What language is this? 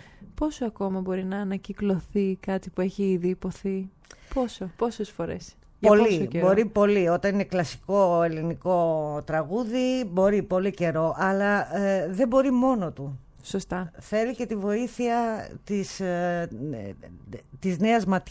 Greek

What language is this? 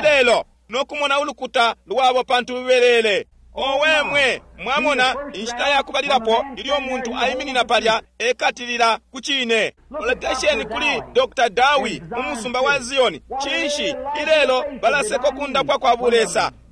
Bemba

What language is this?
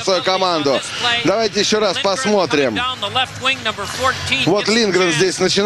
Russian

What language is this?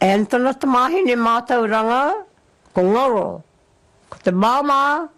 Māori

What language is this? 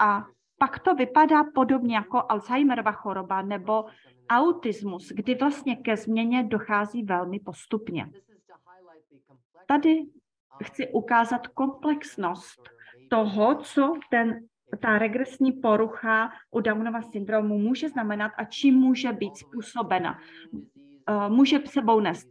Czech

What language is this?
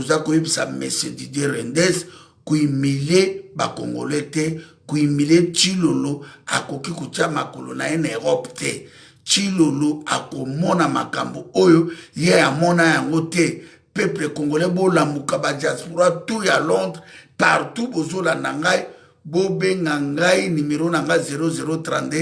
Lingala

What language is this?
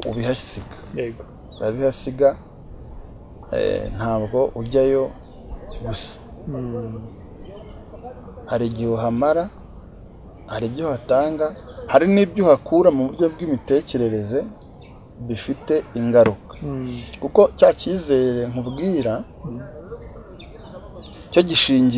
Kinyarwanda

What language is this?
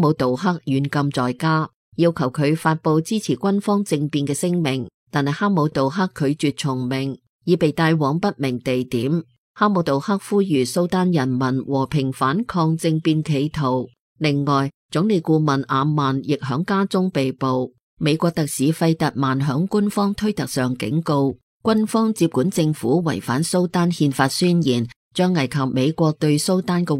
Cantonese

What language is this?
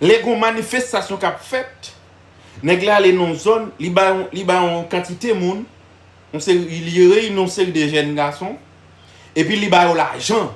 Haitian Creole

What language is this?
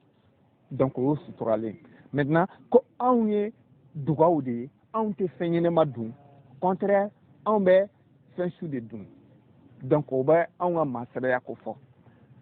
Bambara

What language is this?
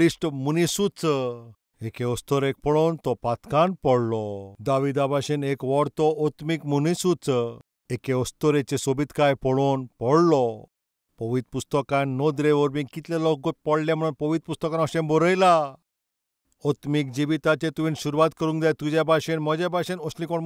Konkani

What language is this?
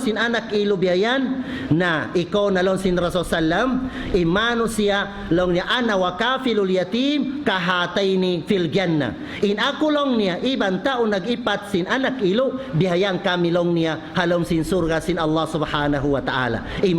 Tausug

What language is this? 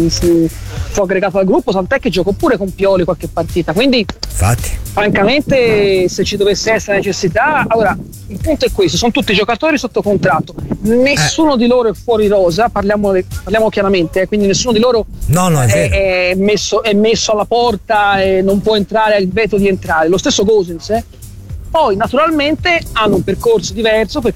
Italian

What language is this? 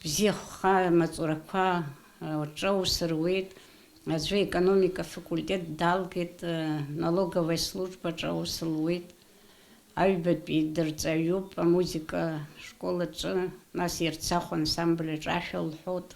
Abkhazian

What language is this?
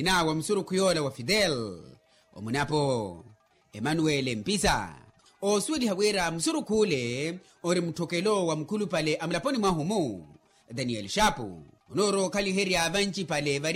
Makhuwa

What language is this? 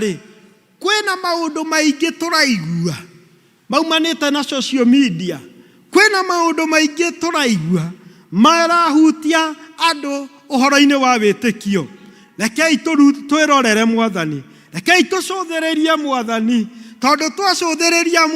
Kikuyu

